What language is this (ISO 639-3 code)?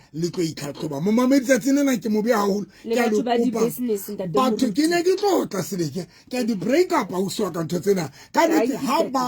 sot